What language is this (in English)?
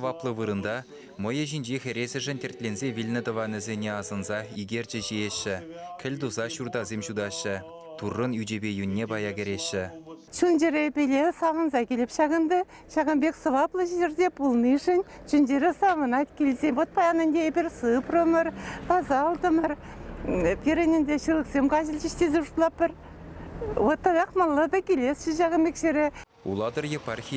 Chuvash